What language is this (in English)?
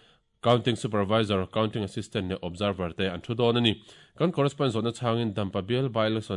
Mizo